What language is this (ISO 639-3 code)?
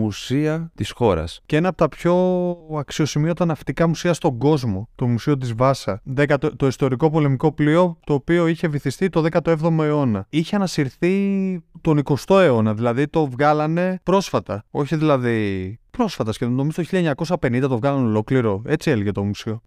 ell